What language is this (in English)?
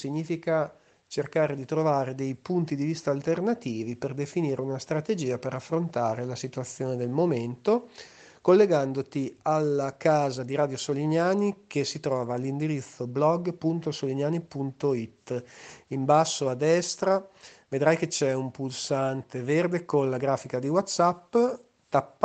Italian